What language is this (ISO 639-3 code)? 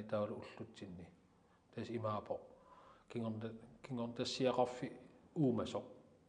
kal